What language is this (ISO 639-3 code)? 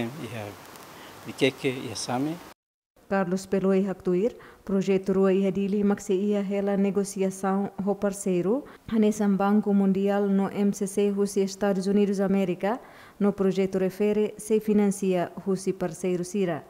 tet